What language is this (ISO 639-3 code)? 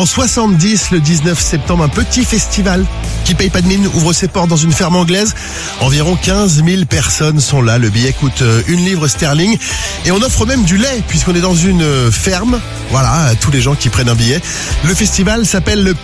fra